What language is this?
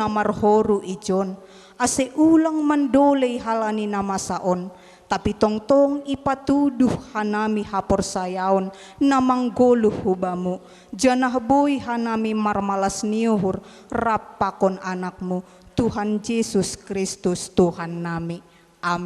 Batak Simalungun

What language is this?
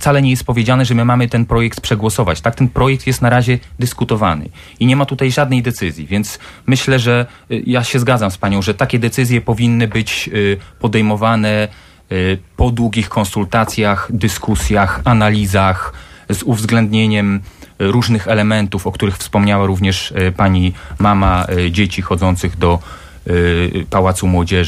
Polish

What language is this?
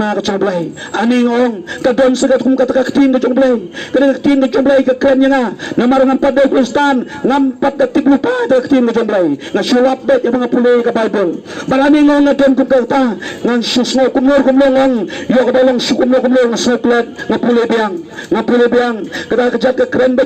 Khasi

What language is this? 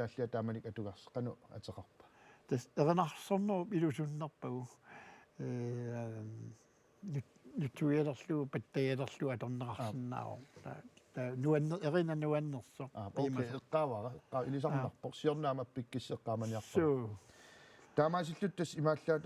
Kalaallisut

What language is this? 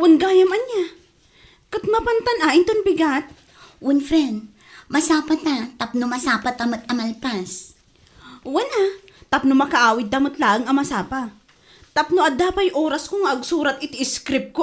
Iloko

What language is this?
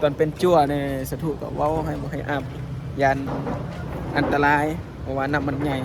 Northeastern Thai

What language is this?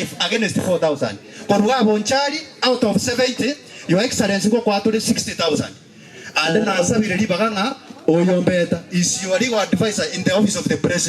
Gusii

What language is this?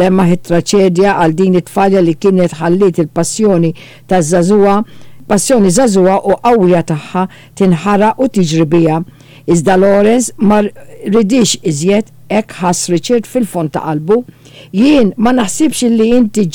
Maltese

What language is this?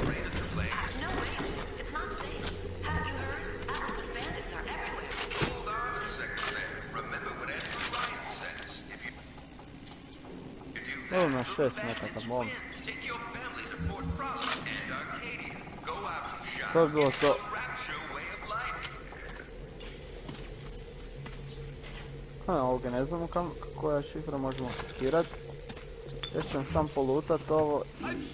Croatian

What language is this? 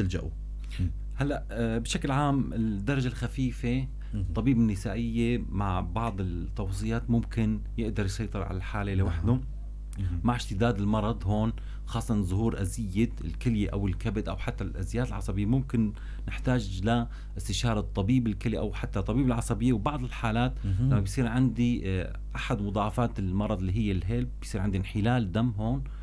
North Levantine Arabic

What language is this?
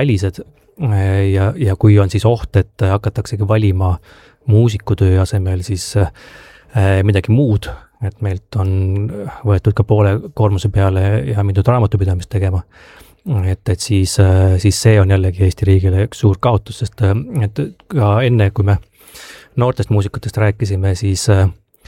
Estonian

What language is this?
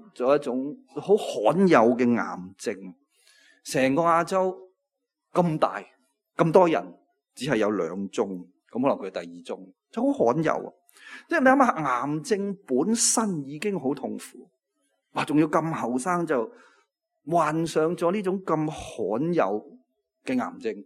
Cantonese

